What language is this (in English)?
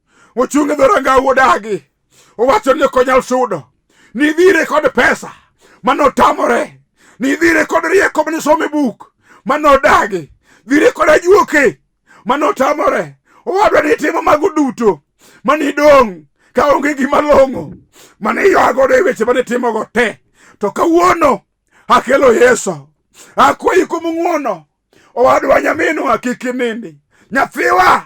Luo (Kenya and Tanzania)